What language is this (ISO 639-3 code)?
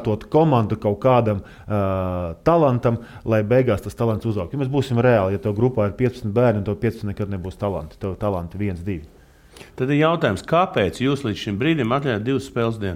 lav